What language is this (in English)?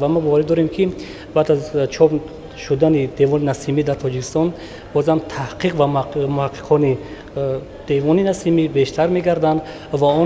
Tajik